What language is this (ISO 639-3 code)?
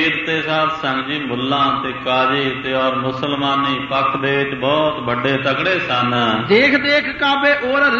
pan